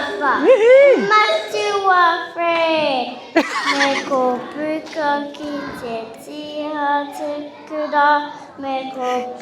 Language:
Māori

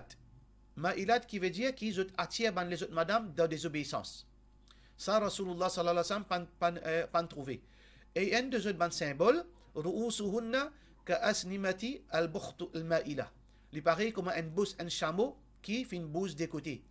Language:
Morisyen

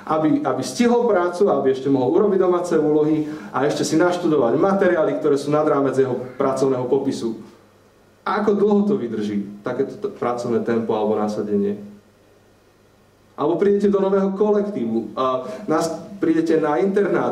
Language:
Slovak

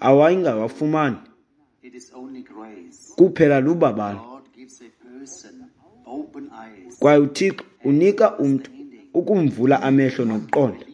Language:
Xhosa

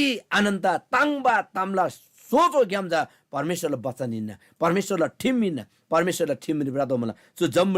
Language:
Eastern Tamang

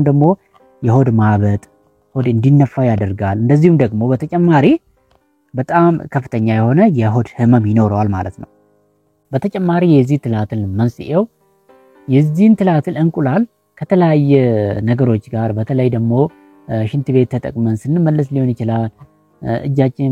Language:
Amharic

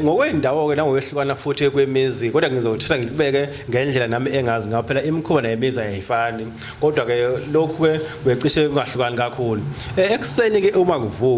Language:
Zulu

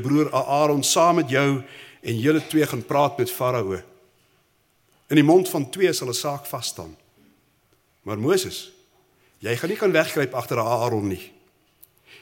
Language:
Afrikaans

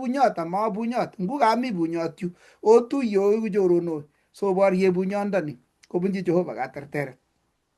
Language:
Kalenjin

